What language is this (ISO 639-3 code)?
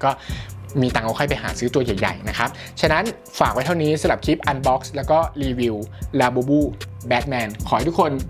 tha